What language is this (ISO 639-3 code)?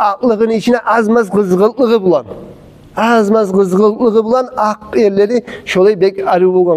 kum